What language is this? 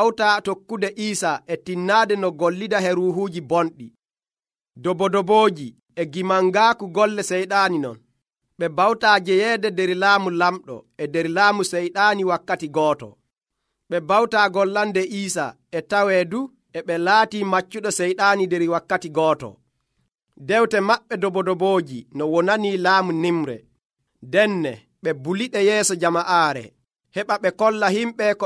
Nigerian Fulfulde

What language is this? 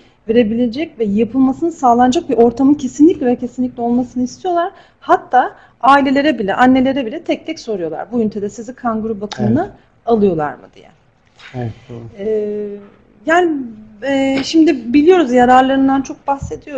Turkish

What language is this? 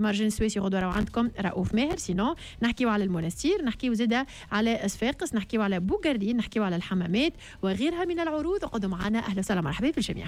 Tunisian Arabic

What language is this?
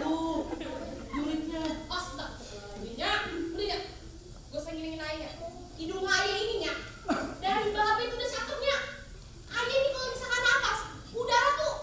Betawi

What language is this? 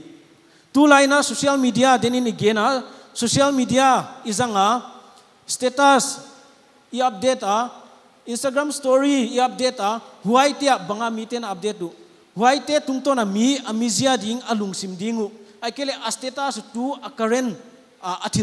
Paite Chin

